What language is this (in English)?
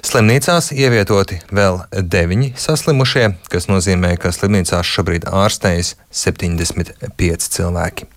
Latvian